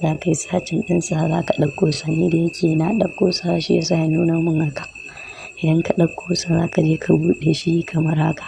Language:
Hausa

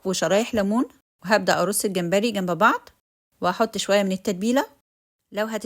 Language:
Egyptian Arabic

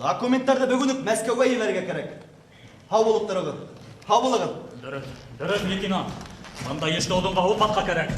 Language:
Bashkir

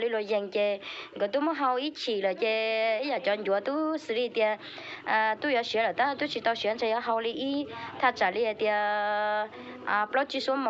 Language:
Hmong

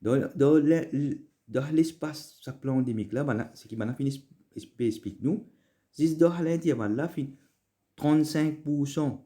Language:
Morisyen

